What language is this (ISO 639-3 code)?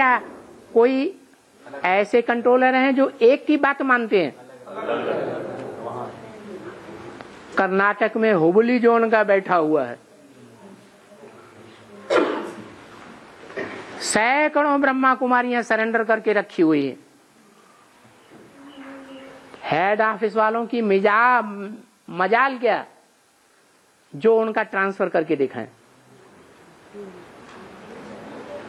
hin